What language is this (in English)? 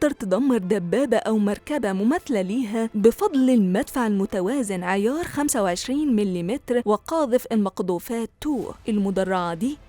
Egyptian Arabic